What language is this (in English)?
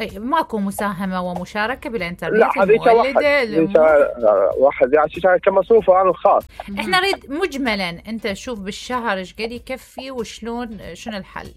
Mesopotamian Arabic